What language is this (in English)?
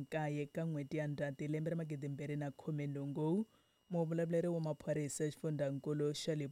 Tsonga